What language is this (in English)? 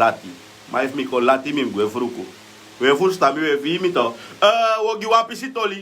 Sranan Tongo